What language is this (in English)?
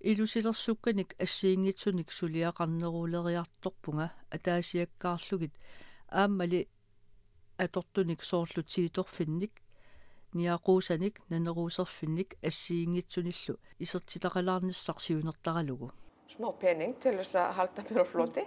Kalaallisut